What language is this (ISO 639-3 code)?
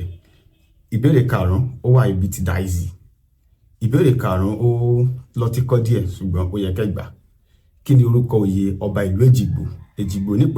yor